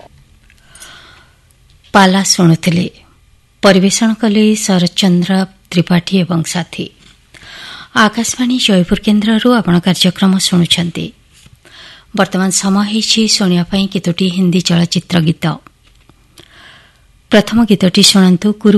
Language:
Odia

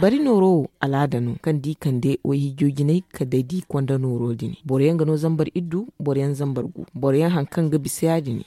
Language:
Zarma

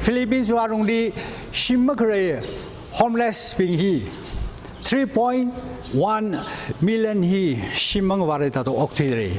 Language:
Tangkhul Naga (India)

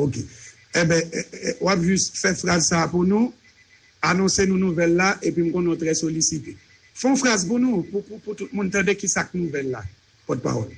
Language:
Haitian Creole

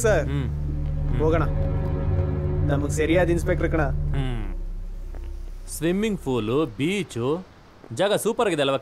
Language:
Kannada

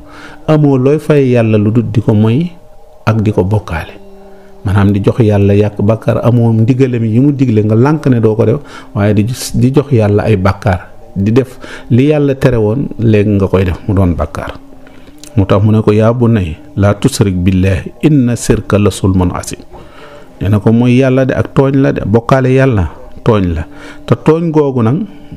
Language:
Wolof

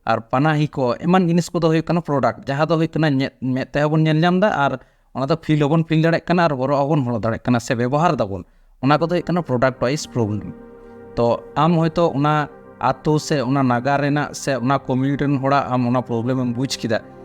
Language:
Santali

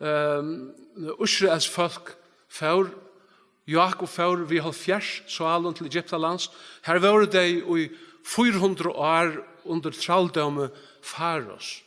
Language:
Faroese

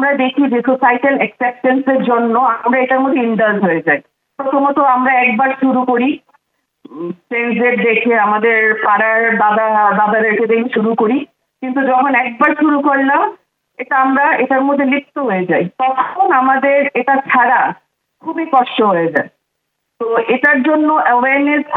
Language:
Bangla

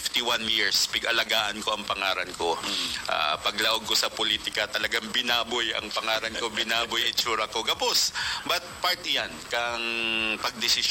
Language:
Bikol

